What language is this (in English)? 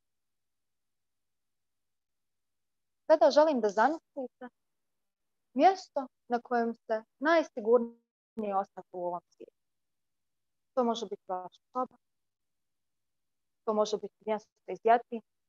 Croatian